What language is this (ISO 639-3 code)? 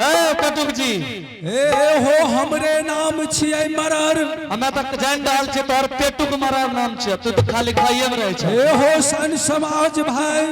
anp